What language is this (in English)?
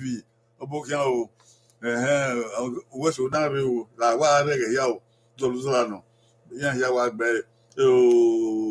Bini